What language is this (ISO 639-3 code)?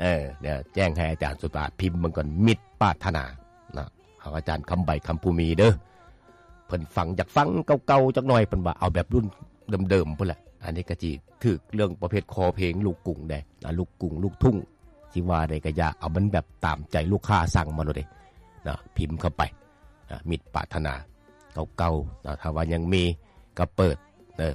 lao